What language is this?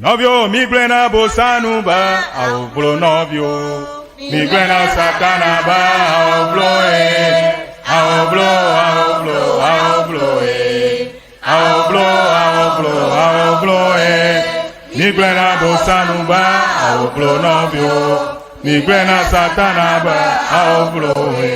Ewe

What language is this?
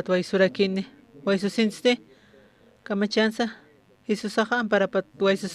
Aymara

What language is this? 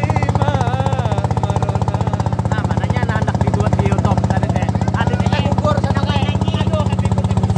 Banjar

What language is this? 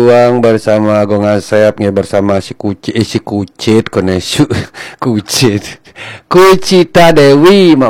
Balinese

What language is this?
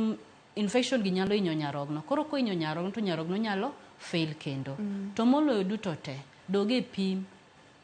Luo (Kenya and Tanzania)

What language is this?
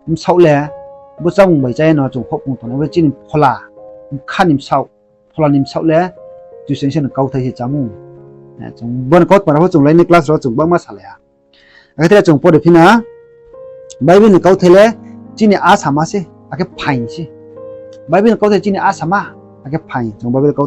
Riang (India)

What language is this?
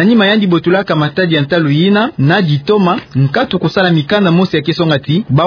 Kituba (Democratic Republic of Congo)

